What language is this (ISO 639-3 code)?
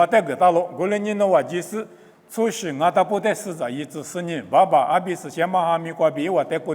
lis